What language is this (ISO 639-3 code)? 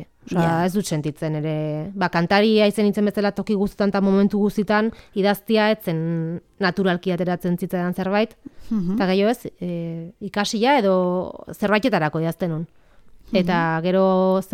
eus